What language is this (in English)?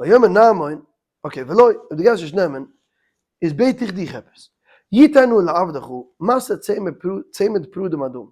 Yiddish